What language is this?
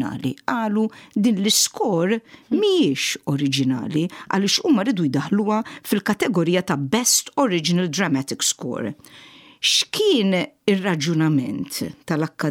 Maltese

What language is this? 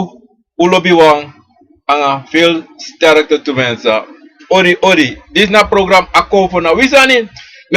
Sranan Tongo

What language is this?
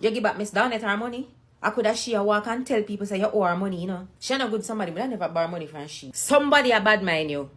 Jamaican Creole English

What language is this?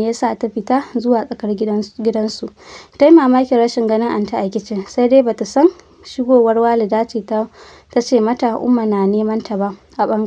Hausa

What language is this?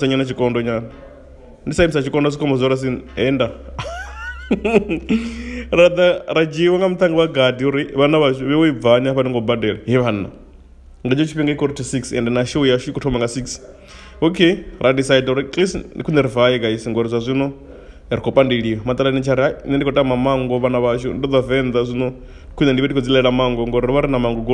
Venda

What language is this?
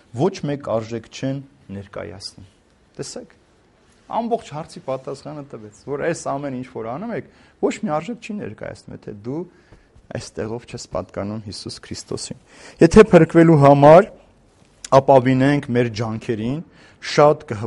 Armenian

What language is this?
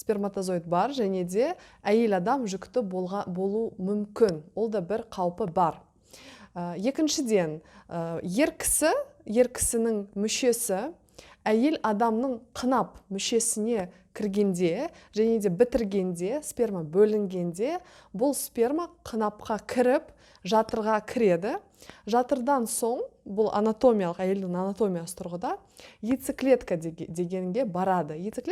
Kazakh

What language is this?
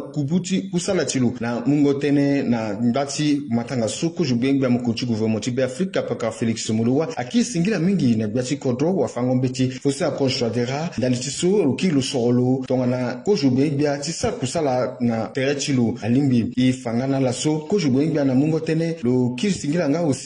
Sango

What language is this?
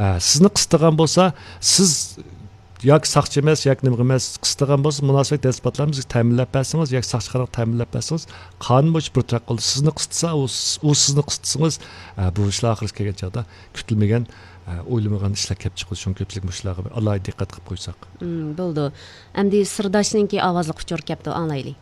Uyghur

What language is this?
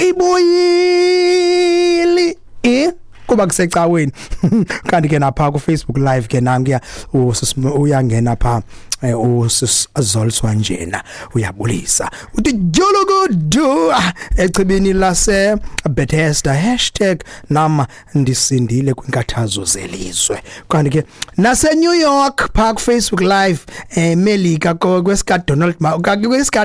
Xhosa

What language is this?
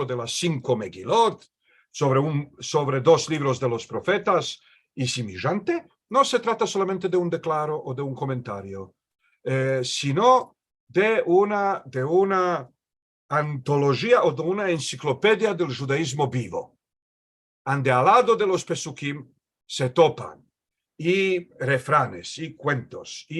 Ladino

